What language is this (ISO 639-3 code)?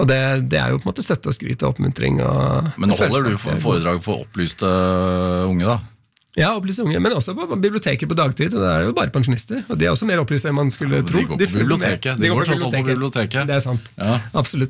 nor